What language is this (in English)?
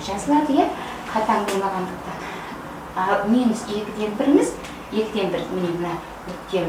Kazakh